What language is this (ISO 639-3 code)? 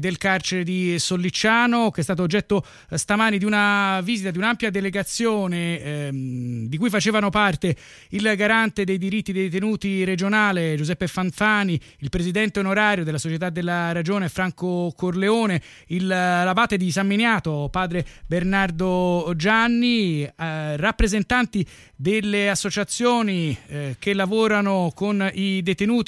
ita